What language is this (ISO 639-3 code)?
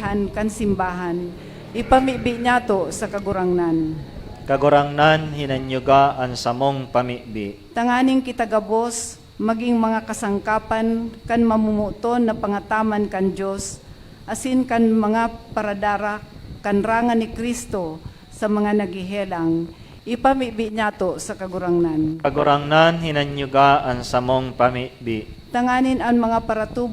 bik